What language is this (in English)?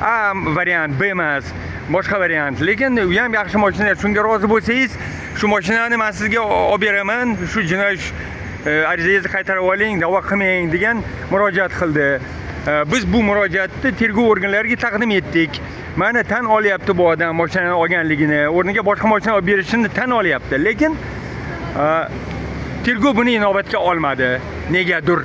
Uzbek